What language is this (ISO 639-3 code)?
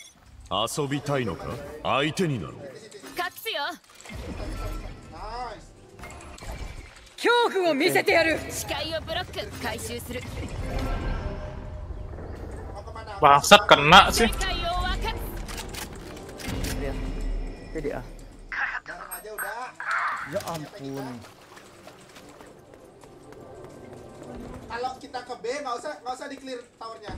ind